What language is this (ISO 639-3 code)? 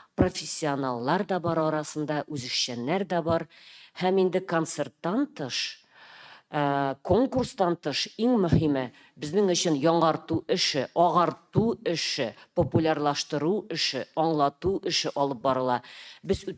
tat